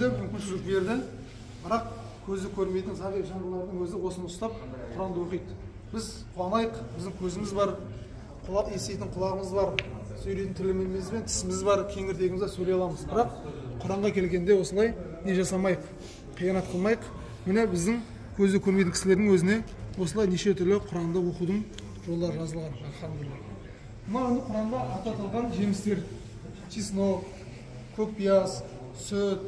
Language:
Kazakh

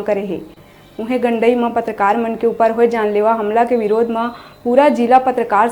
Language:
Chhattisgarhi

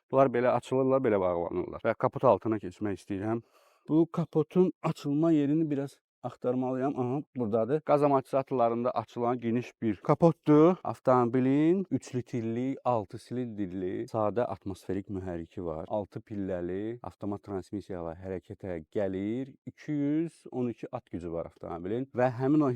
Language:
Azerbaijani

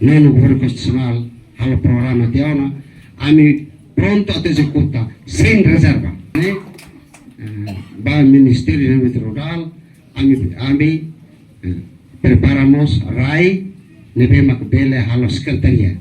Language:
Tetum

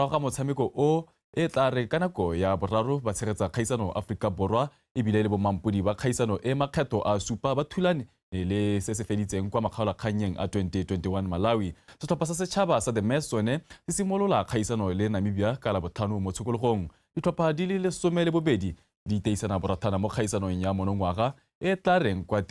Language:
Tswana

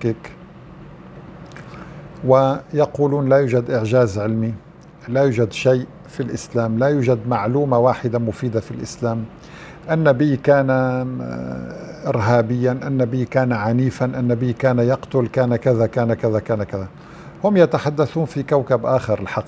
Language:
Arabic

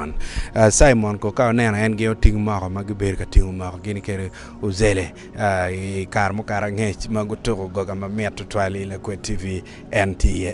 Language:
Acoli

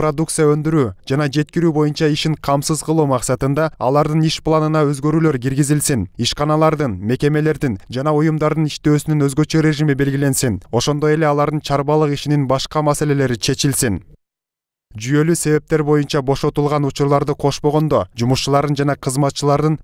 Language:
Kyrgyz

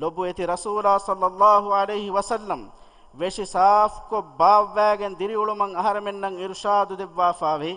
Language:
Divehi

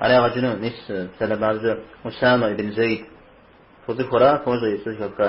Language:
Kabardian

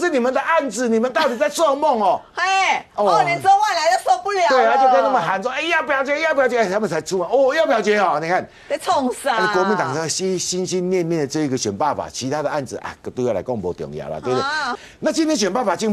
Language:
Chinese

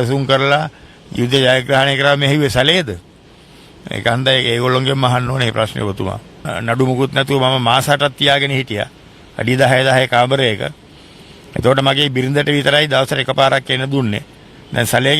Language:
Sinhala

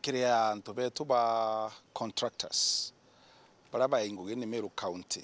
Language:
Meru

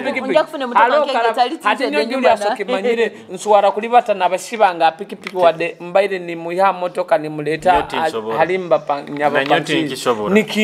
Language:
Nyoro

